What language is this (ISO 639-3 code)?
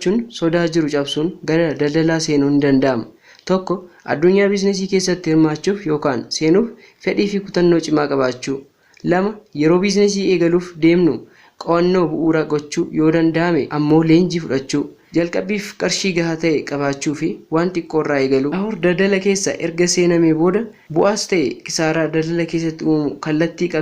orm